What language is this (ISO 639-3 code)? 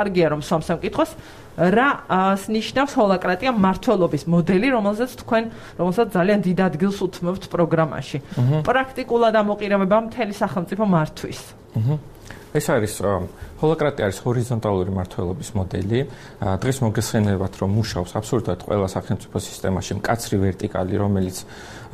kat